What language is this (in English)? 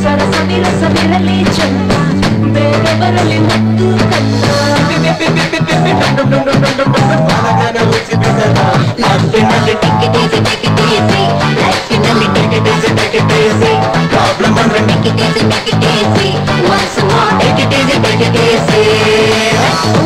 Kannada